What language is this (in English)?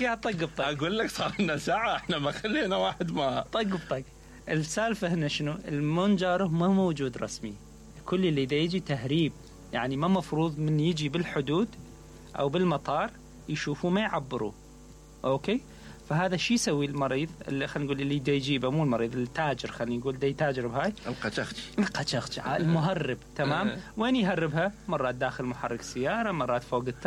Mesopotamian Arabic